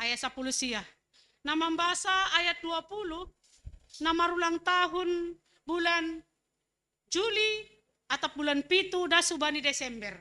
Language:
Batak Simalungun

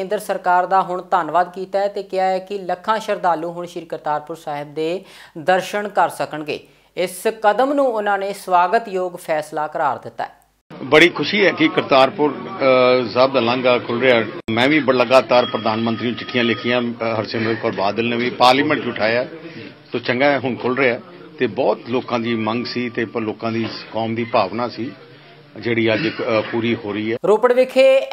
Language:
Punjabi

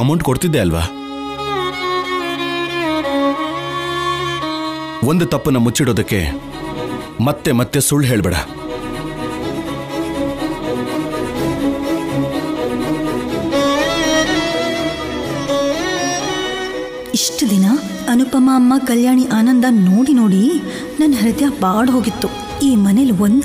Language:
Kannada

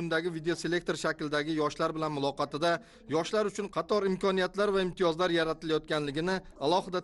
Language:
Uzbek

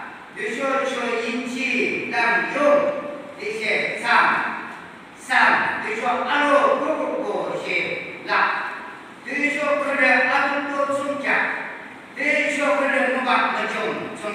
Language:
Yimchungru Naga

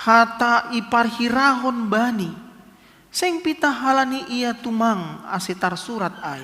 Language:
Batak Simalungun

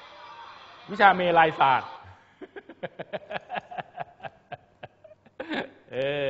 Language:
Thai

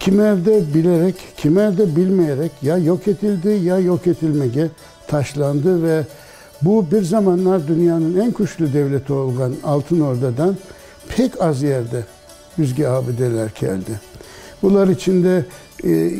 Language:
Crimean Tatar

